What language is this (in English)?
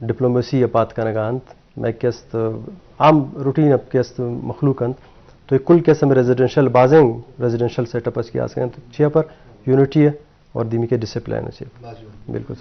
Eastern Balochi